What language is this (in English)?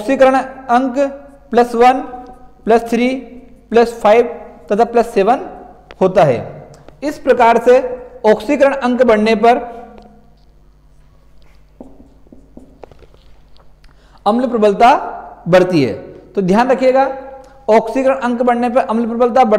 Hindi